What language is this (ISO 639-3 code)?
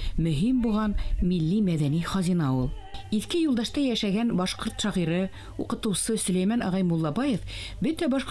bak